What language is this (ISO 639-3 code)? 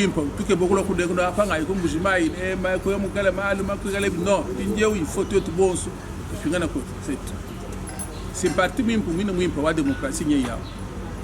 lua